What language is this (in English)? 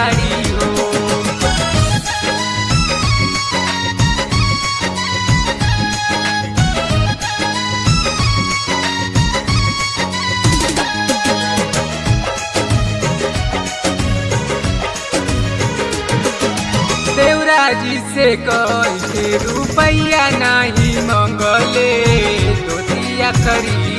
Bhojpuri